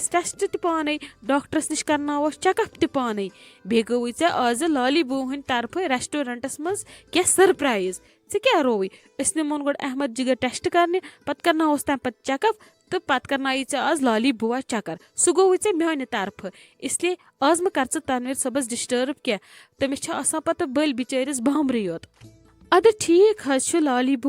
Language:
Kashmiri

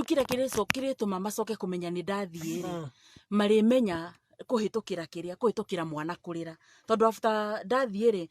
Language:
Kikuyu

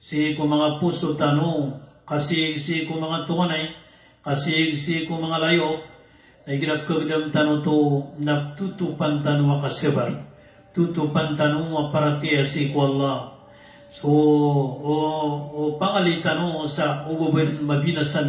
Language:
Maranao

